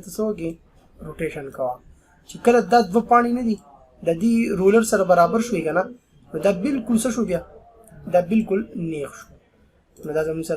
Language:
Pashto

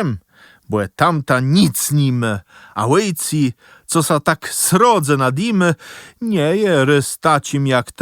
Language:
Kashubian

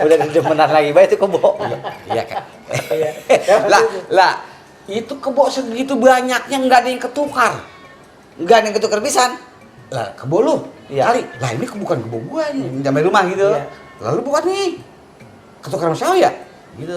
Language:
Betawi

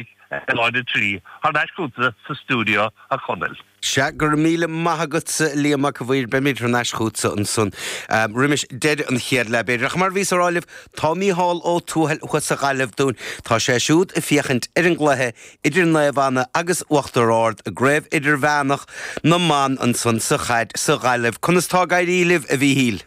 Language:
Irish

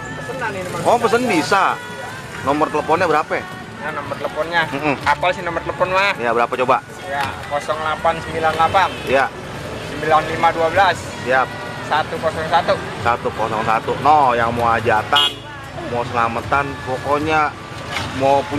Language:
Betawi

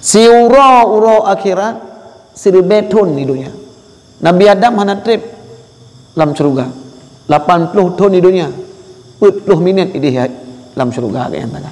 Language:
Achinese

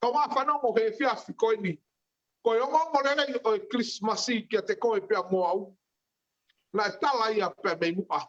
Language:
Tongan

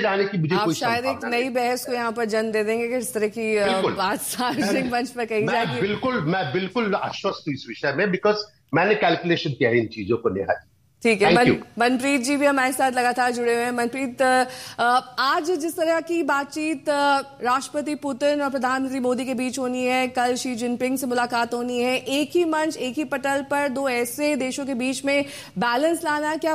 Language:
Hindi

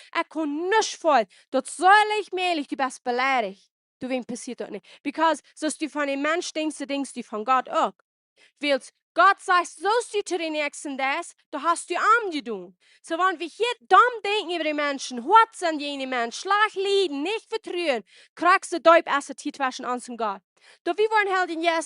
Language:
Plautdietsch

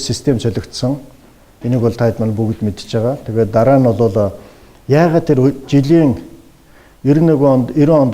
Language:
Mongolian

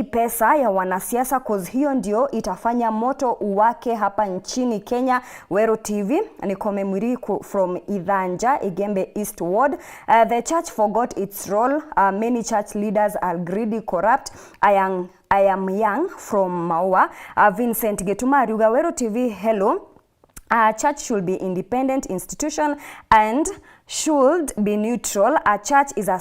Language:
Meru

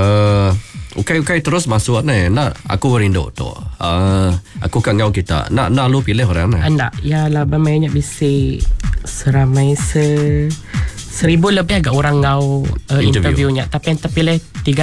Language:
Iban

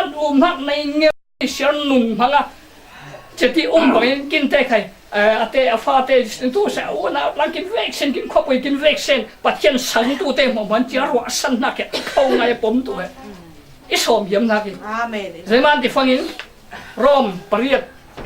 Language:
Falam Chin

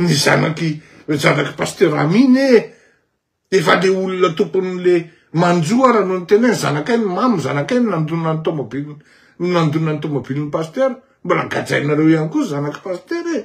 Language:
Malagasy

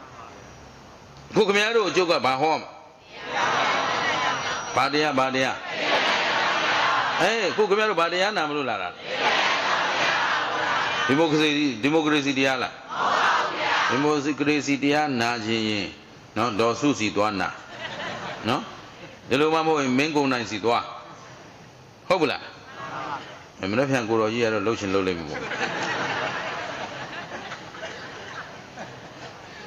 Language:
Burmese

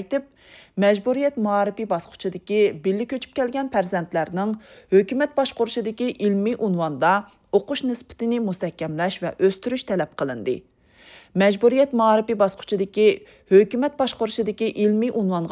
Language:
Uyghur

